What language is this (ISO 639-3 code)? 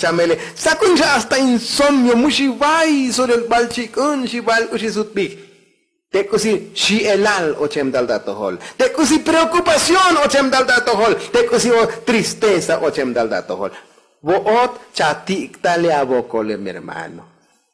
tzo